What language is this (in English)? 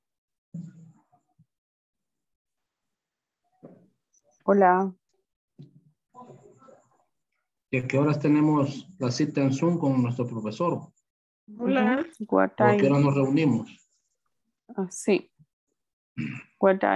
Spanish